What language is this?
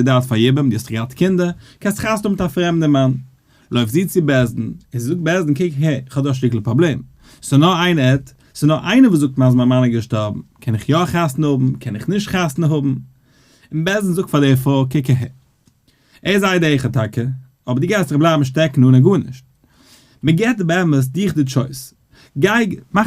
Yiddish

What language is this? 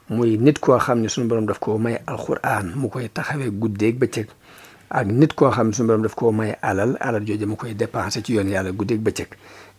Wolof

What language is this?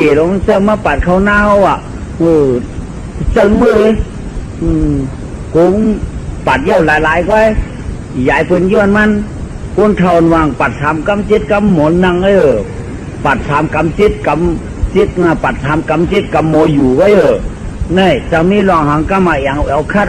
Shan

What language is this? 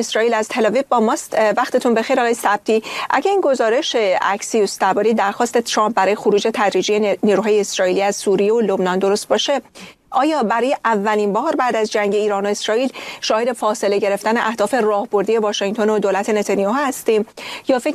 Persian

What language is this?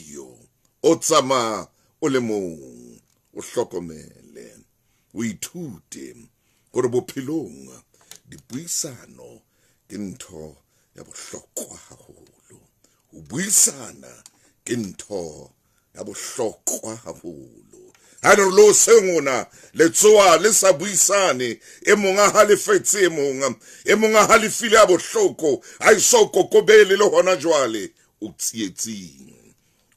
Southern Sotho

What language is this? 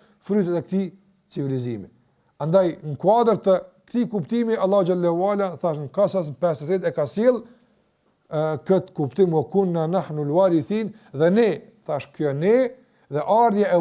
Albanian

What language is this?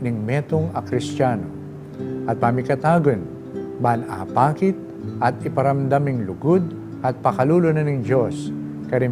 Pampanga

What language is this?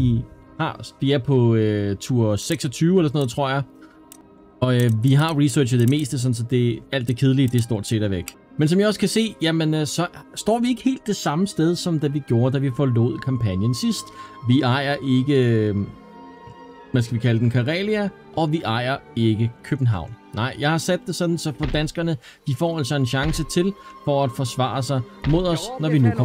Danish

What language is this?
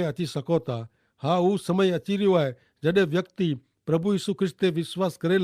Kachhi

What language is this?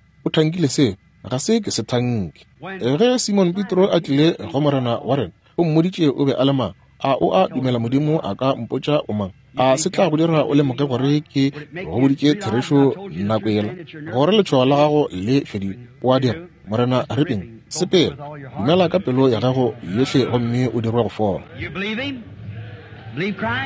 Northern Sotho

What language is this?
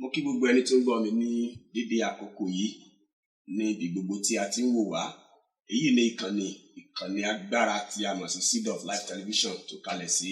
Yoruba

